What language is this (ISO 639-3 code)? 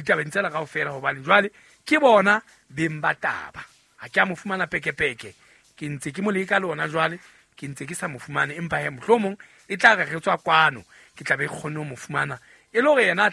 sot